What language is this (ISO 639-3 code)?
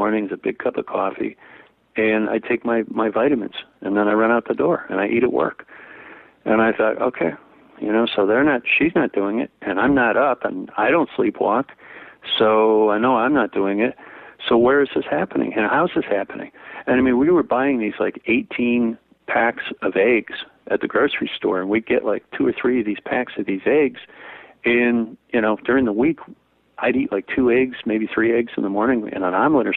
eng